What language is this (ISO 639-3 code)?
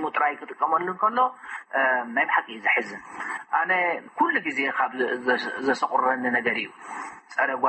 tir